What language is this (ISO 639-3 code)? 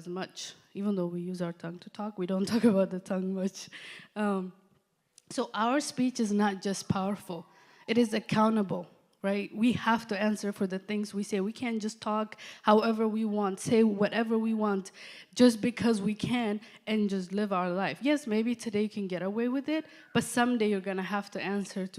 eng